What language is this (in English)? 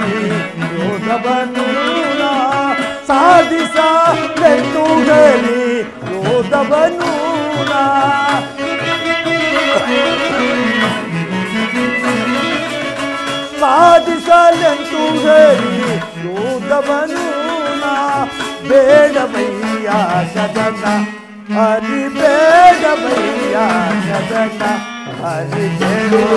Kannada